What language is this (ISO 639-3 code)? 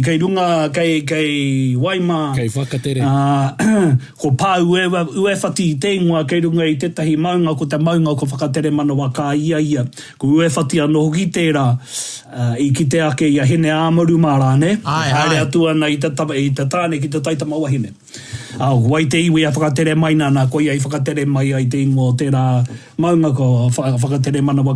mri